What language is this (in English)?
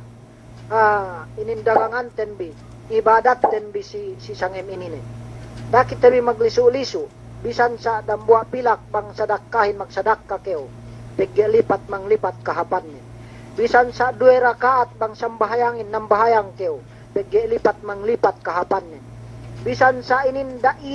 Yakan